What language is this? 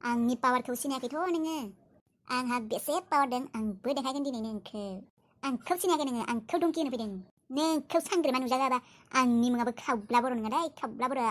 Bodo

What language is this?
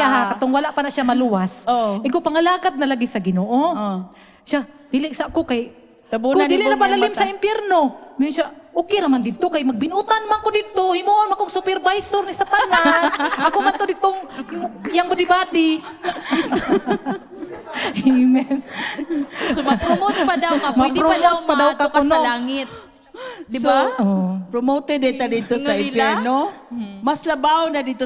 Cebuano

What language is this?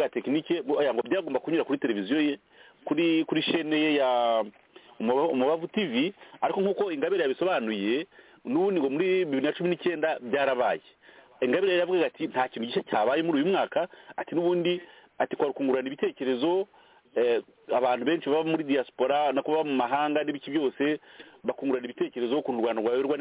Kinyarwanda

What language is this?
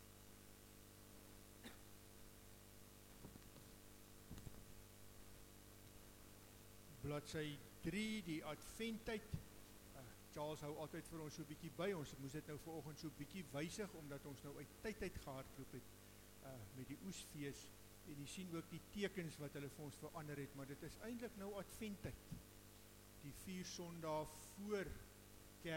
Afrikaans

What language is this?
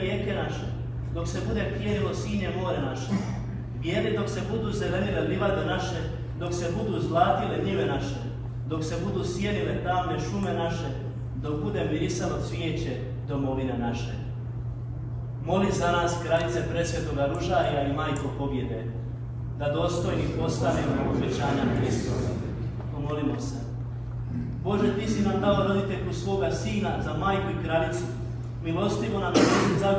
Croatian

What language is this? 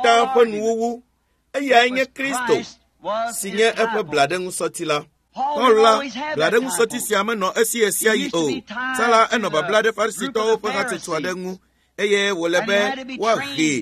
Ewe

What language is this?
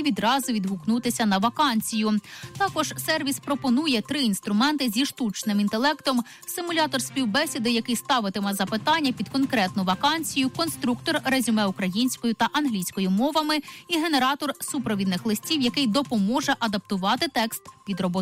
Ukrainian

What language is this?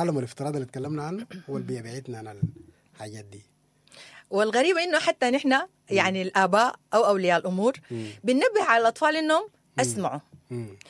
Sudanese Arabic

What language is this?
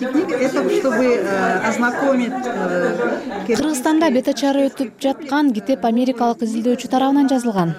Kyrgyz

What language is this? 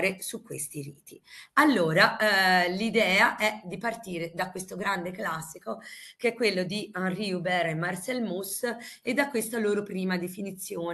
Italian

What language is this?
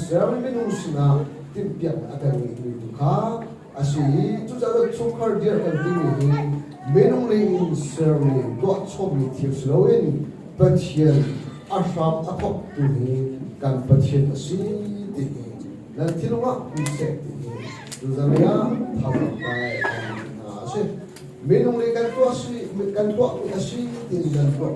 Hakha Chin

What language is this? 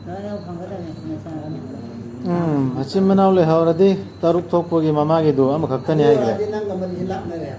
Manipuri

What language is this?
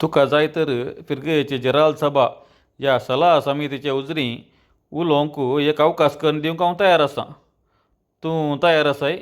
Konkani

